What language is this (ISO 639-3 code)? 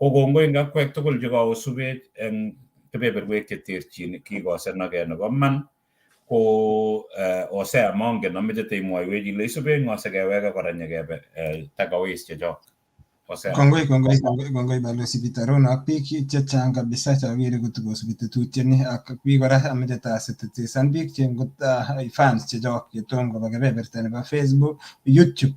kln